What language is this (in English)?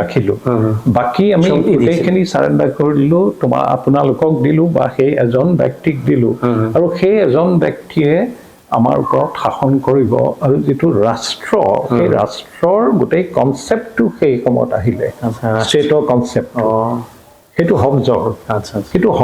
Assamese